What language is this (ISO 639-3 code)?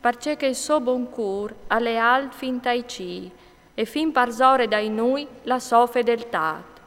fur